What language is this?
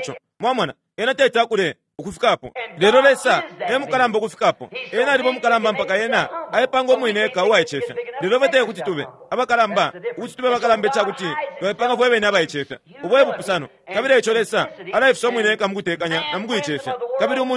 Bemba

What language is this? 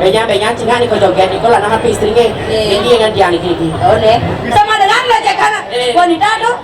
Balinese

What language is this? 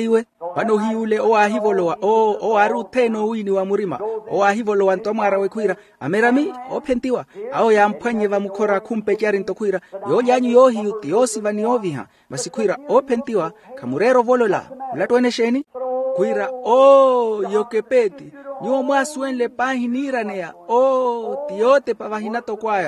Makhuwa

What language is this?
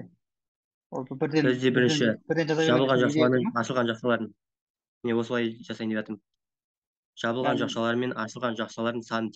Kazakh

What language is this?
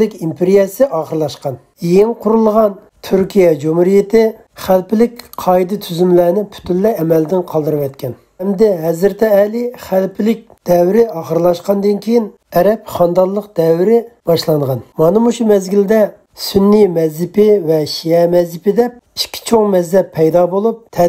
Uyghur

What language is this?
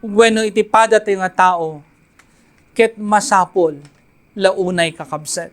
Iloko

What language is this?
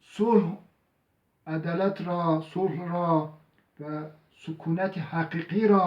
Zaza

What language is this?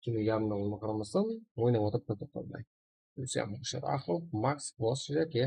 Kara-Kalpak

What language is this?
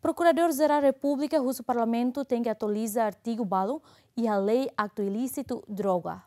Tetum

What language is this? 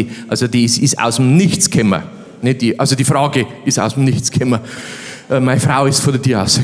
Bavarian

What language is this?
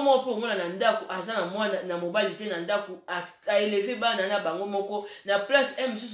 Lingala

